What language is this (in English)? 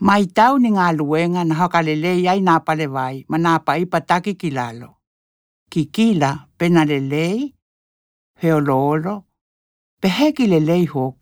Tokelau